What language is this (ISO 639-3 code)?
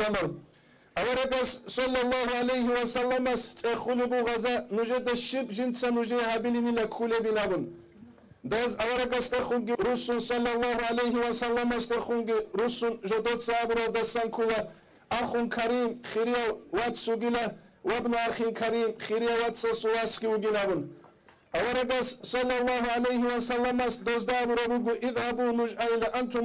ava